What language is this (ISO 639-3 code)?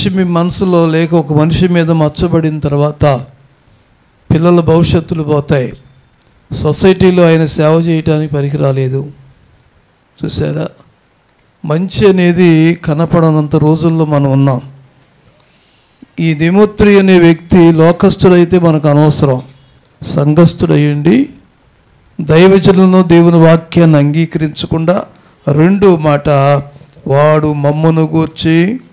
tel